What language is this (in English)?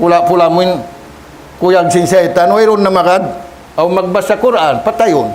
Tausug